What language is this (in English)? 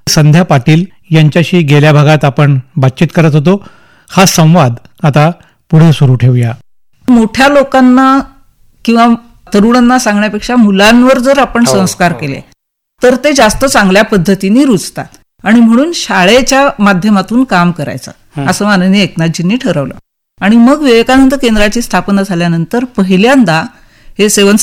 Marathi